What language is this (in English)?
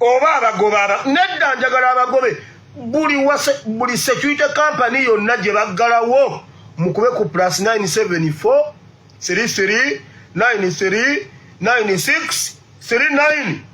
Ganda